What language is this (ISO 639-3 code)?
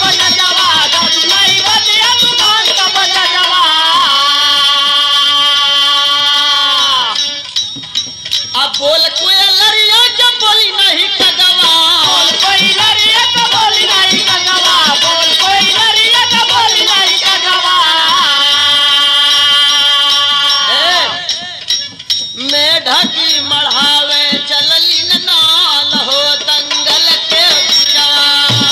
bho